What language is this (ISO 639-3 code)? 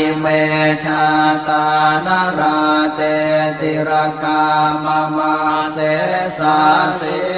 pli